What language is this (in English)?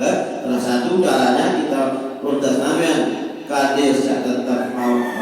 Sasak